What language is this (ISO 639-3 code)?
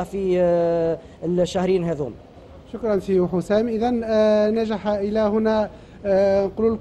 aeb